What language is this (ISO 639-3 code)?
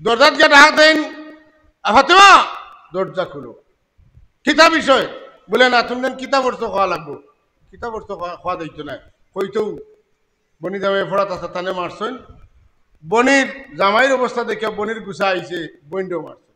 syl